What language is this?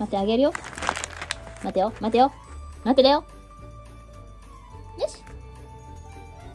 Japanese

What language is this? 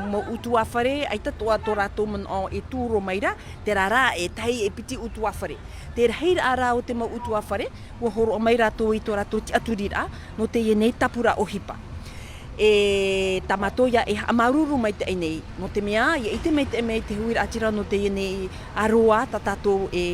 Tahitian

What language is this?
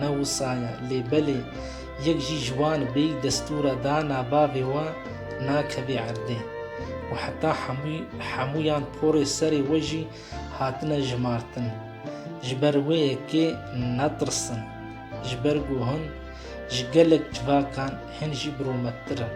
Kurdish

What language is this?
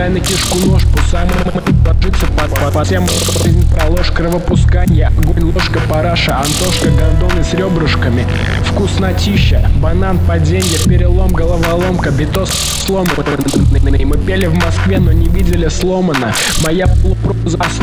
Russian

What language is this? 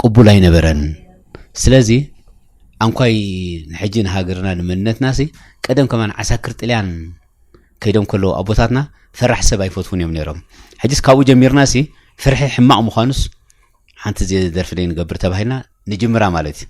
Tigrinya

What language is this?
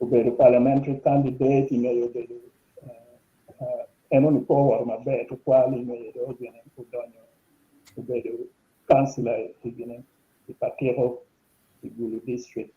Acoli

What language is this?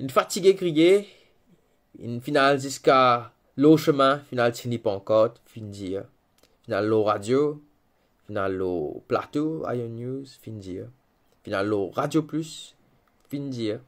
Morisyen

